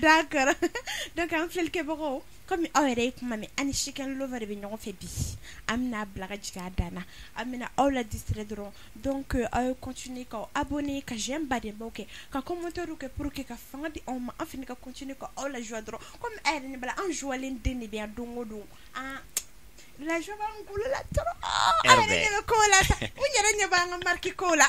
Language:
Bambara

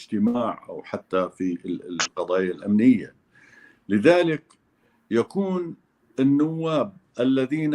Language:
North Levantine Arabic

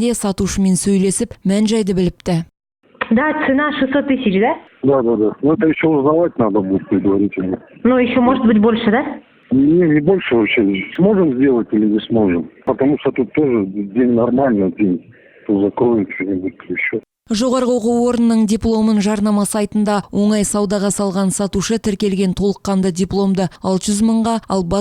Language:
Kazakh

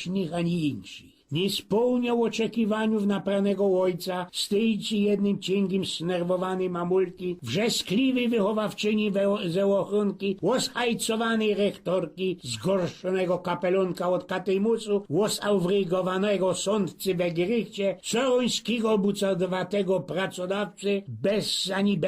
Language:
Silesian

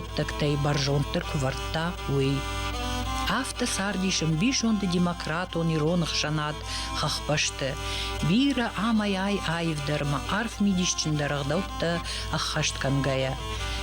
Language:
Ossetic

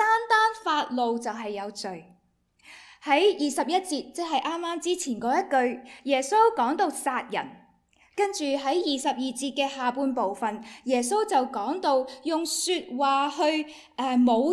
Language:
Cantonese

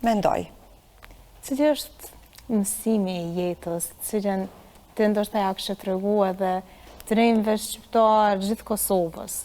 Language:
Albanian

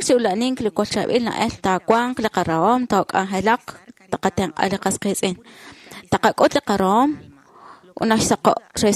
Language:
Kekchí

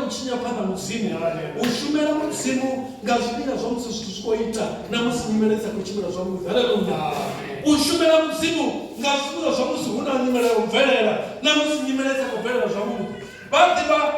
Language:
Venda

